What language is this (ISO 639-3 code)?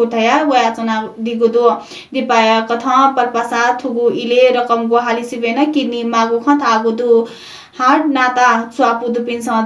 new